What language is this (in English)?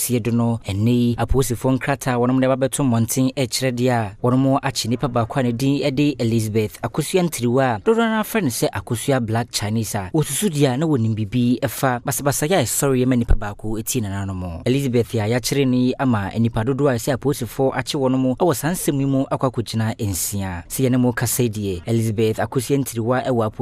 Akan